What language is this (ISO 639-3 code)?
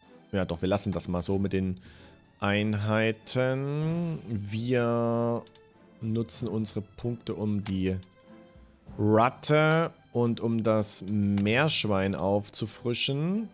deu